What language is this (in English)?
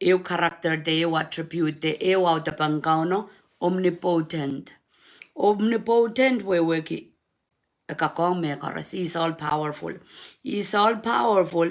Pohnpeian